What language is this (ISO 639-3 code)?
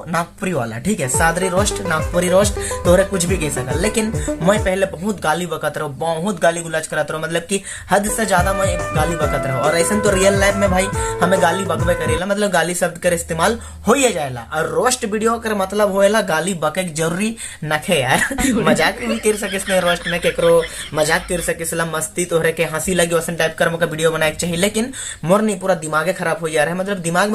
sck